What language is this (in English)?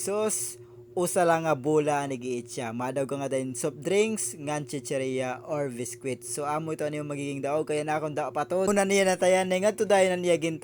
Waray